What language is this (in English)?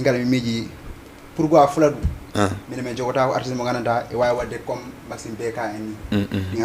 Fula